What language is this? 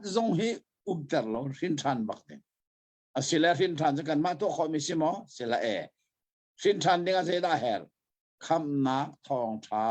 Hakha Chin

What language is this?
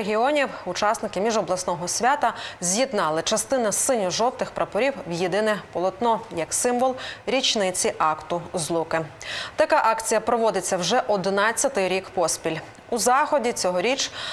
Ukrainian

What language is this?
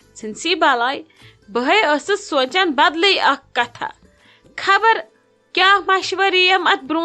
Kashmiri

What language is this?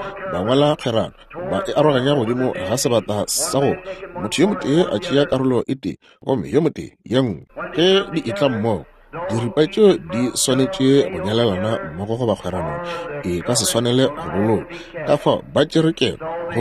Northern Sotho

